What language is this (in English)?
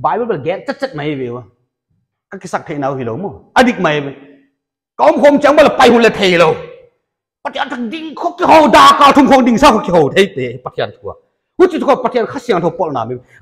Paite Chin